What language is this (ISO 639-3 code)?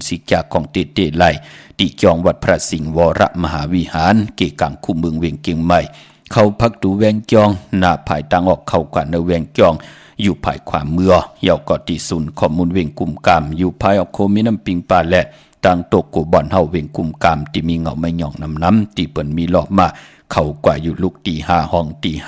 shn